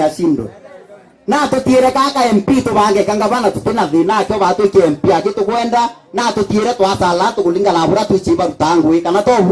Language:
Meru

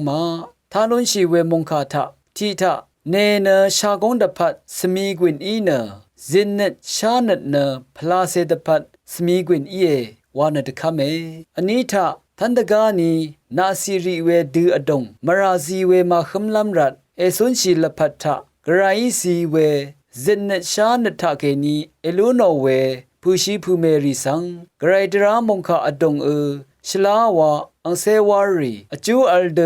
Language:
Rawang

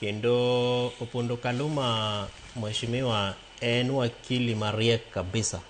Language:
Luo (Kenya and Tanzania)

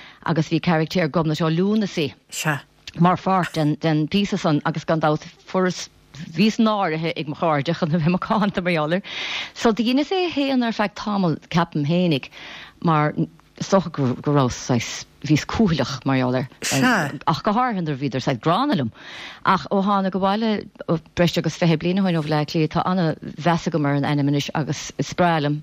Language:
Irish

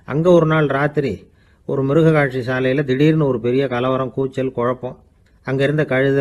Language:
Tamil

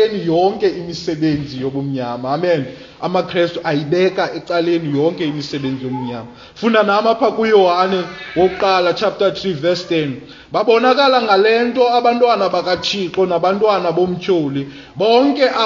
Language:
Xhosa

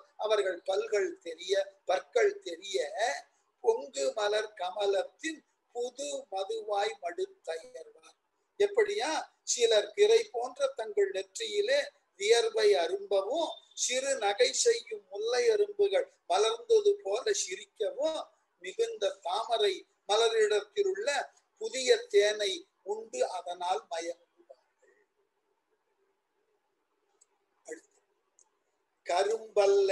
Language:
Tamil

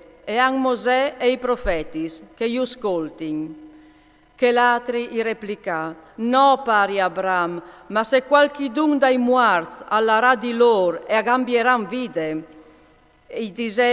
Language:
Friulian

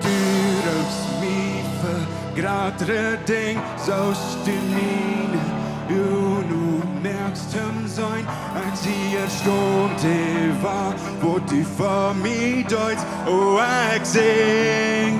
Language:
Plautdietsch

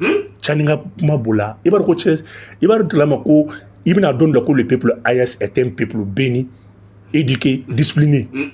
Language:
Bambara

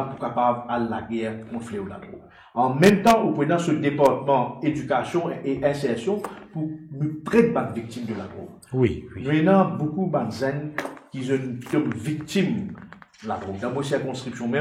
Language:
Morisyen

